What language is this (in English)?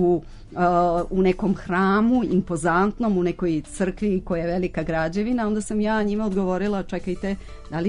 Serbian